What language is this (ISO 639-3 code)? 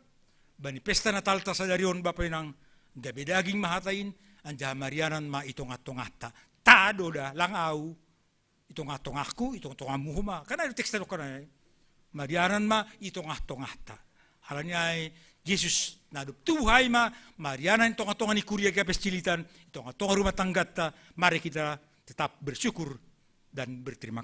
bts